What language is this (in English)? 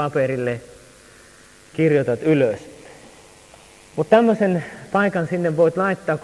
Finnish